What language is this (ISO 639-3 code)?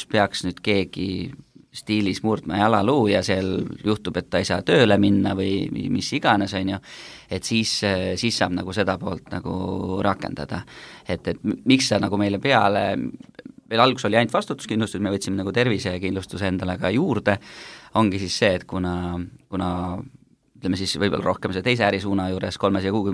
est